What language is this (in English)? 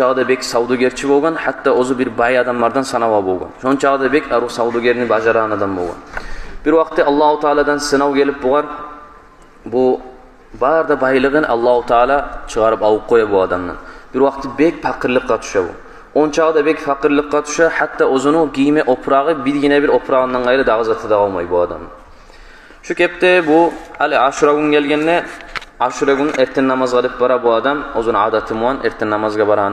Kumyk